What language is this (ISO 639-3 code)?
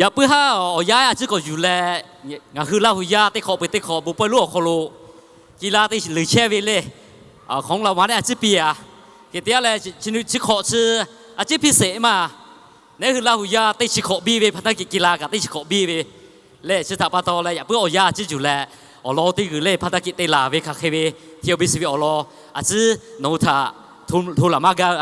lhu